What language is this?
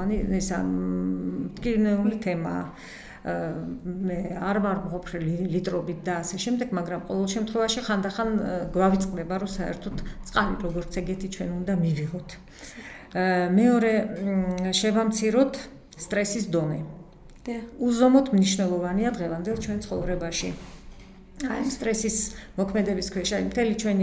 Georgian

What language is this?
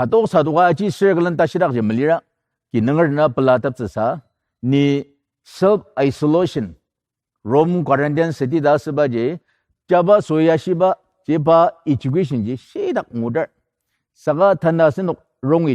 Ao Naga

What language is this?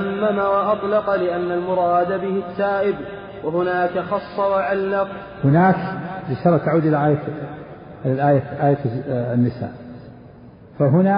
Arabic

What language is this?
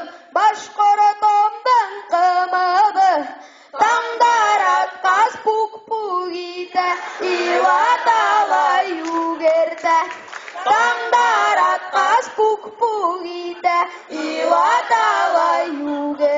Bashkir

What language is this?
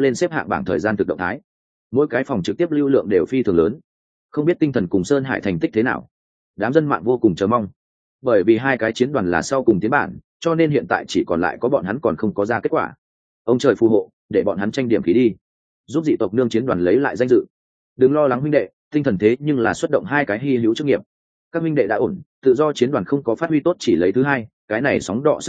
Vietnamese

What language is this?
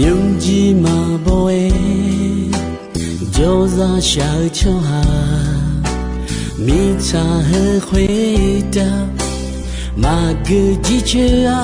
Akha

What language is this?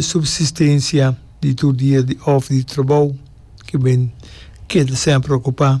Papiamento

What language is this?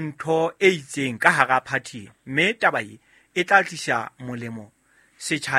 Southern Sotho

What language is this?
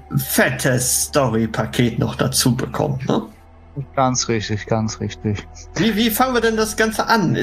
German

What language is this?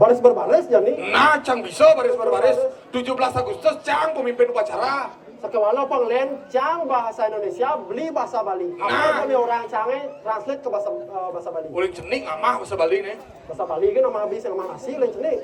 Balinese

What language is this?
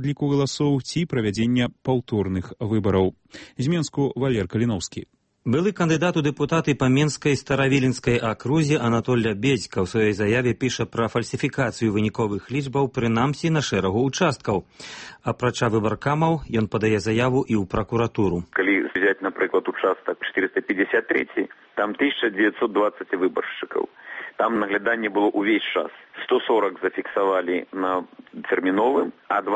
Belarusian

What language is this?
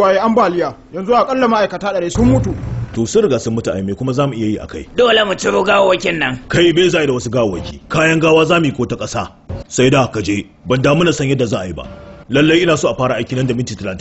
Hausa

